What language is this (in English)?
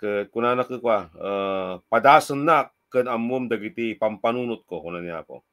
Iloko